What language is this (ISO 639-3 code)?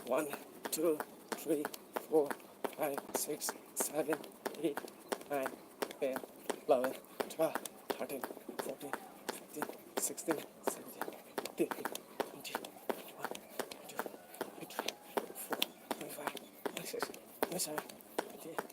mni